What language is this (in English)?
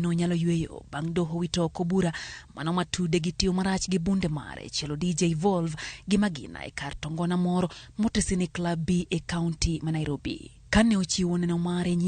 Luo (Kenya and Tanzania)